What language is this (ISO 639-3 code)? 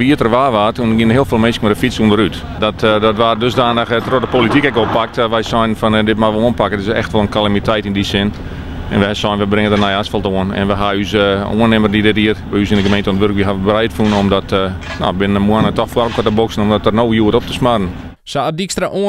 fry